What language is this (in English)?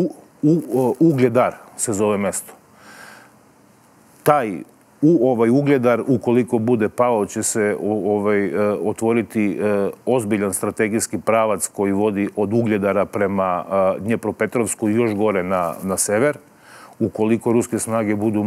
Serbian